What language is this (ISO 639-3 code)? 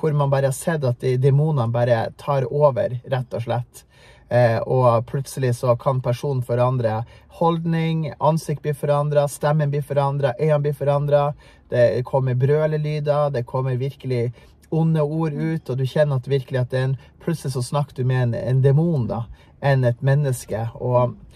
nor